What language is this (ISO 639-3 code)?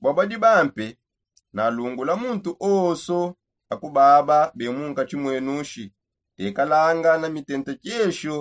sop